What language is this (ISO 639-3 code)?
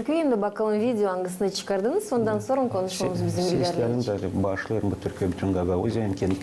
gag